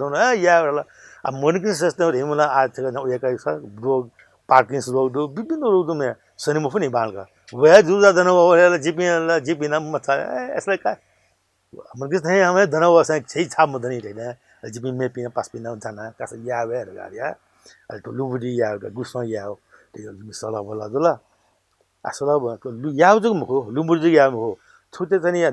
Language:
Newari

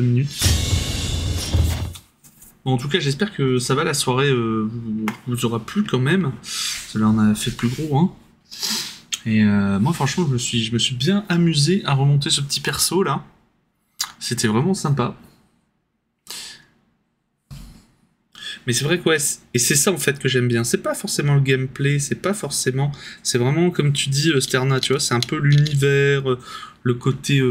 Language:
French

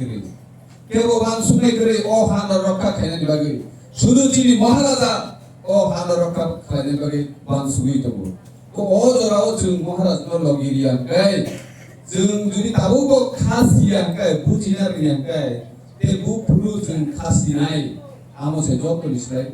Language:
Kok Borok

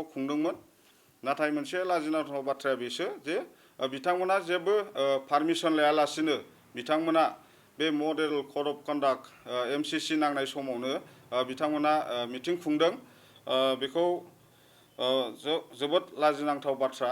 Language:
Bodo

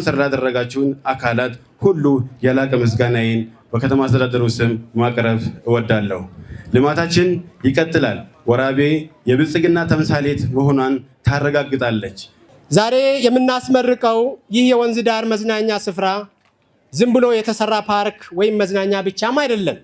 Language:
Amharic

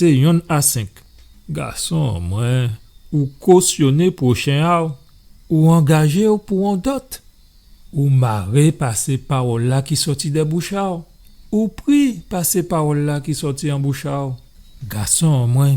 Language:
Guadeloupean Creole French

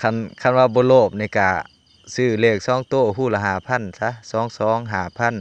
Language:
Lao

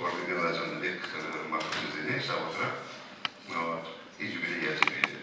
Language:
Chuvash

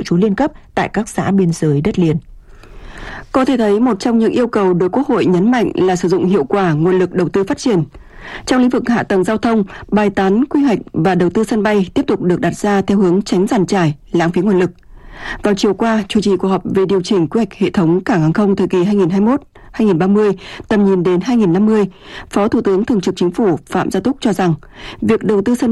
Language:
Vietnamese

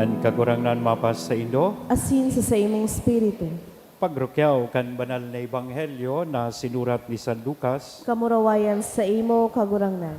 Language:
Bikol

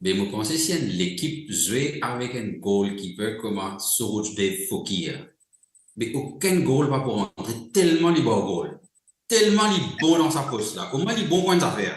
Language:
Morisyen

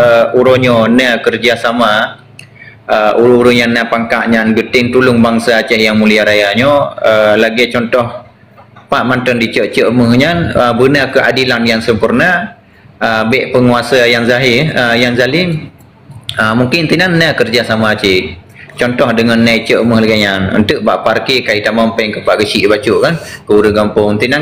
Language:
Achinese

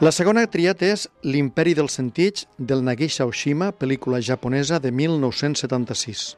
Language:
Catalan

